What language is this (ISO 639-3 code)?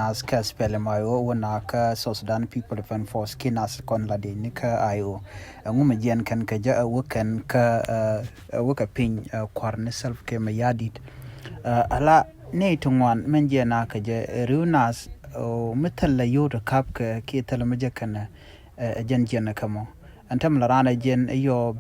nus